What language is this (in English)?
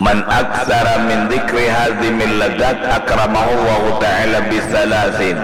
Banjar